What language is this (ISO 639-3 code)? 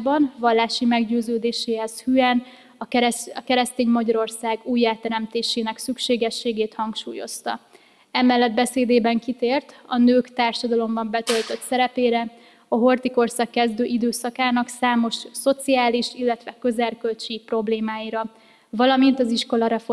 hun